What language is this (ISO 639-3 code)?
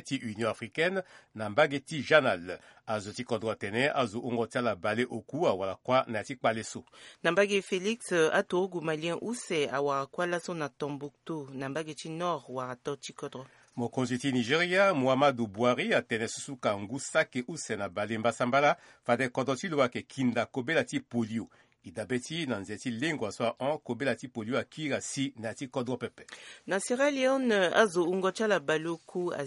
sag